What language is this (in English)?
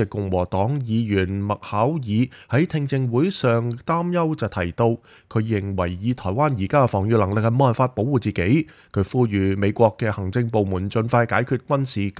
Cantonese